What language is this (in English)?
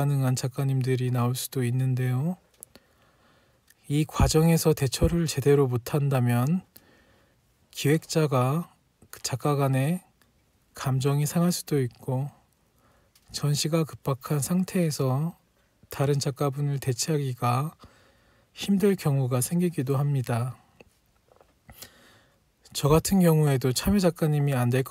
Korean